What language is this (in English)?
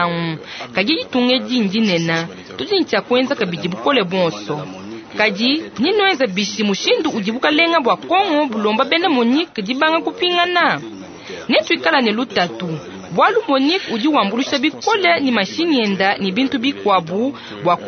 Luba-Lulua